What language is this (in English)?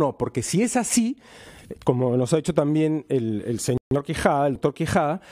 Spanish